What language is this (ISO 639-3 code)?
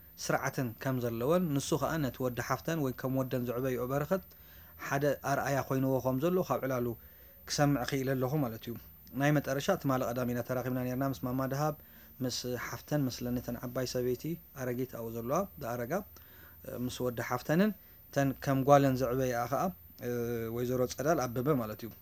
tir